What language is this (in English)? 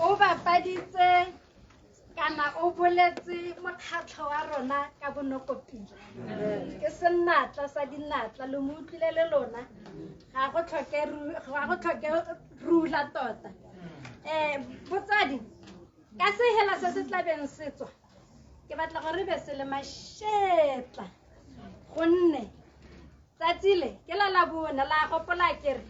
Tswana